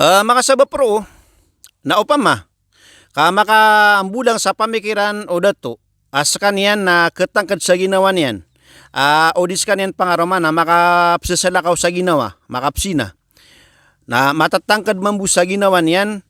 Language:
Maranao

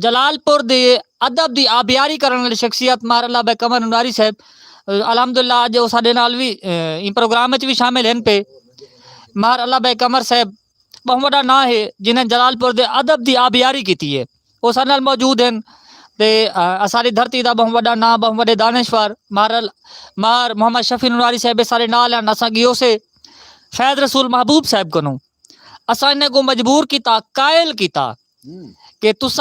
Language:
Saraiki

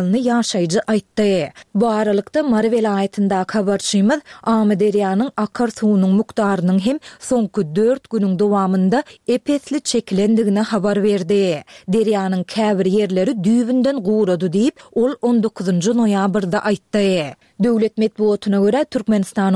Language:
Turkmen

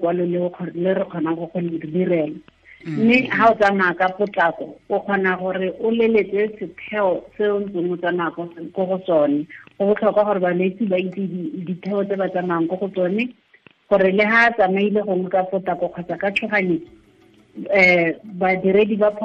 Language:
Tswana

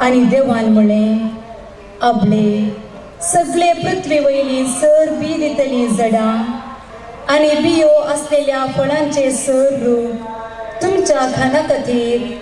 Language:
Konkani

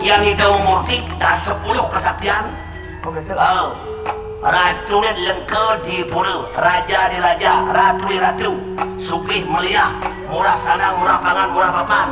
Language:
Balinese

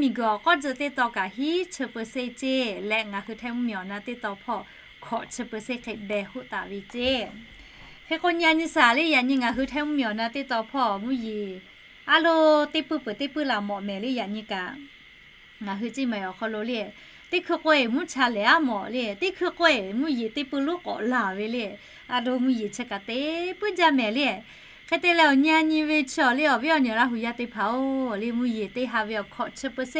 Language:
Lahu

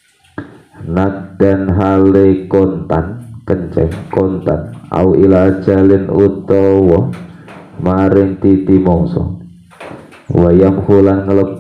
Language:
Javanese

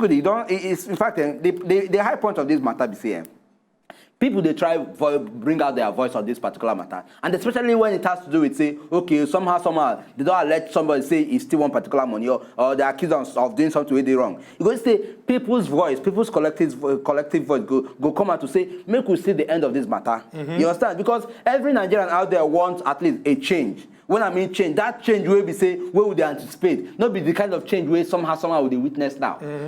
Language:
Nigerian Pidgin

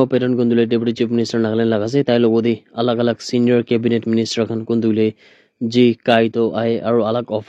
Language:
Naga Pidgin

